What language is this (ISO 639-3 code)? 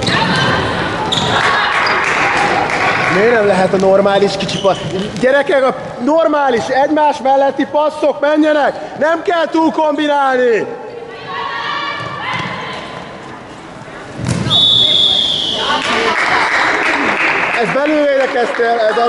hun